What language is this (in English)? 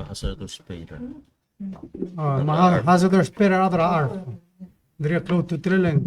Palauan